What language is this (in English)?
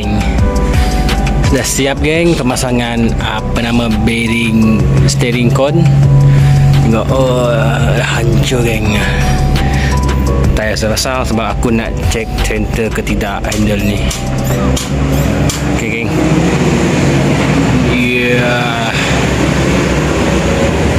Malay